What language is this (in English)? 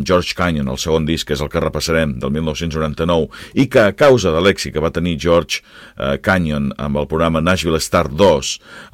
Catalan